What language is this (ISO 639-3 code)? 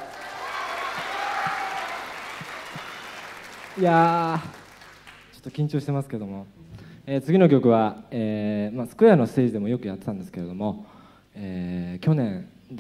jpn